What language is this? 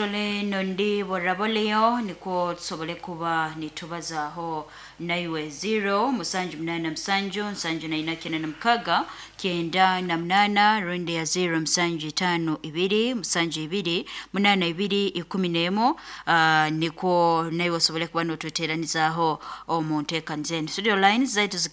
Nyoro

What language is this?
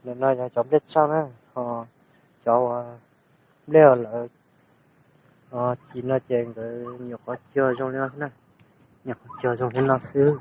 Hmong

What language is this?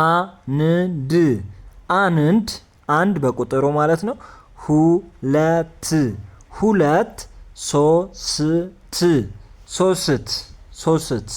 Amharic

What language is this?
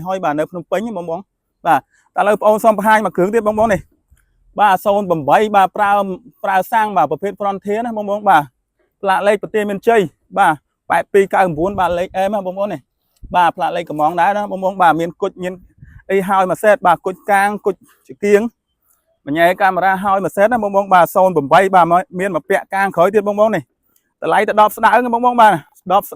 Khmer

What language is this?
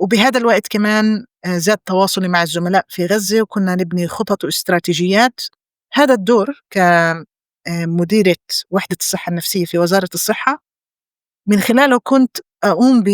North Levantine Arabic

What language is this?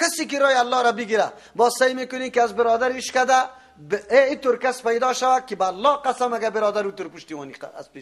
Persian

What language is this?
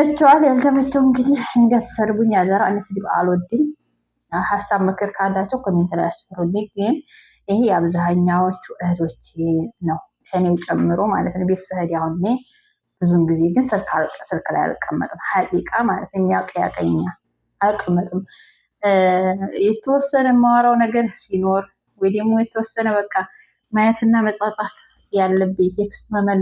Amharic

